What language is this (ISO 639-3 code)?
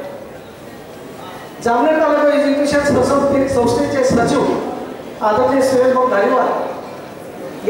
mar